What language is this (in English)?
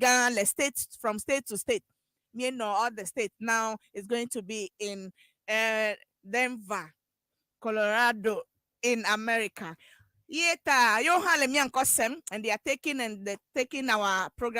Ewe